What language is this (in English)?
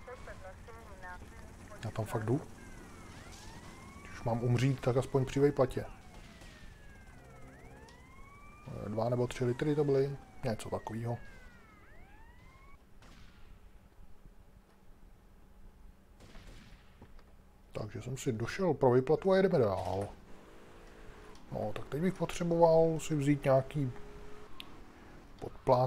Czech